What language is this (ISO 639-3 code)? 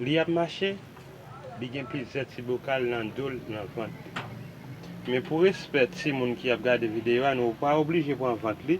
hat